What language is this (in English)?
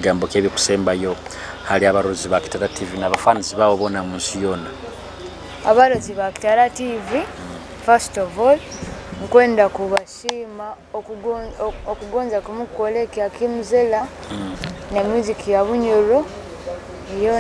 Nyoro